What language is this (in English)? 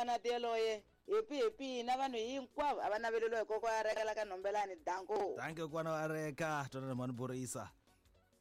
Tsonga